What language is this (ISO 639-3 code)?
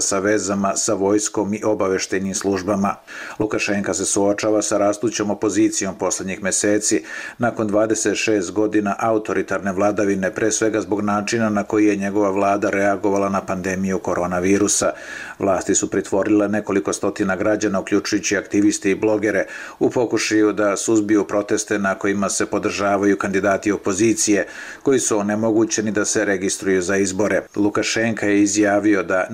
srp